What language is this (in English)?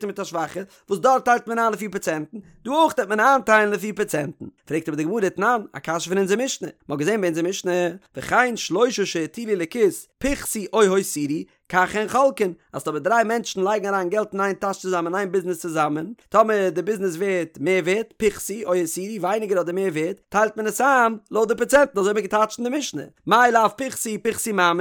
Yiddish